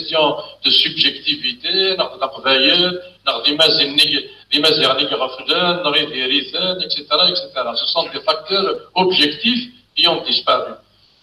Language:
Kabyle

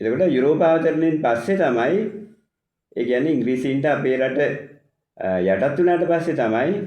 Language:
Sinhala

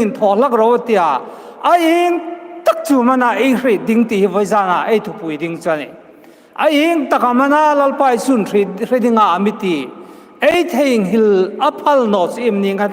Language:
Hmar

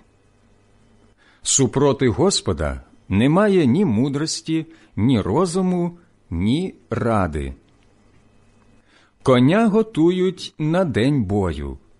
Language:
Ukrainian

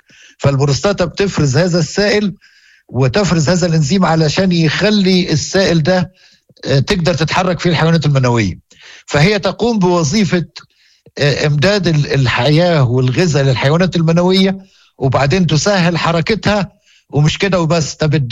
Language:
Moroccan Arabic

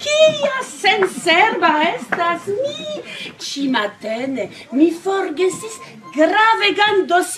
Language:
Esperanto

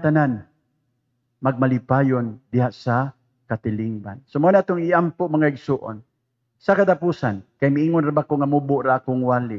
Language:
Cebuano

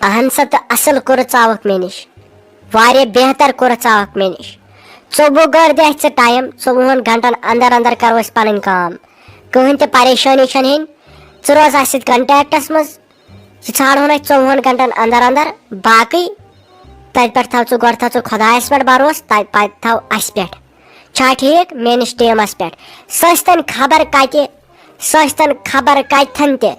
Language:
Kashmiri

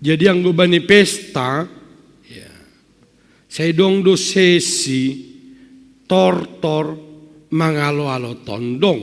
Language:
Batak Simalungun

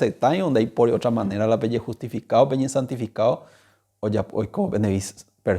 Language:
Guarani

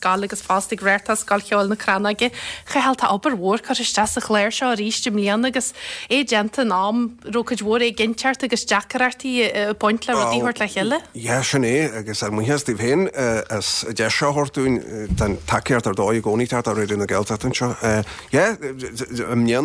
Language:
Irish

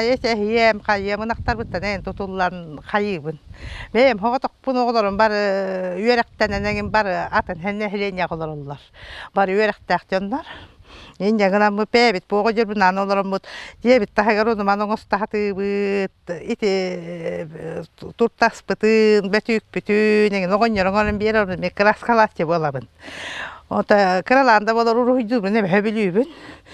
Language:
Yakut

